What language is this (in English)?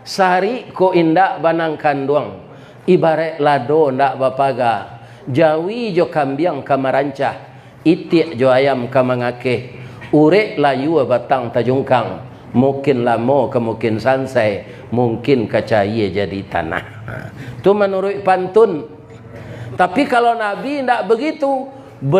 Minangkabau